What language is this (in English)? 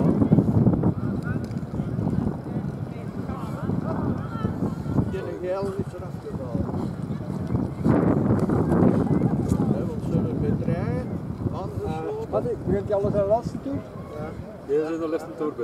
Dutch